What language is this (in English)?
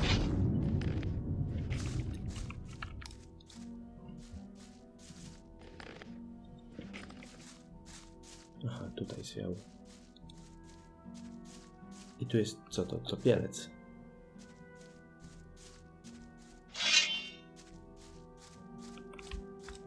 Polish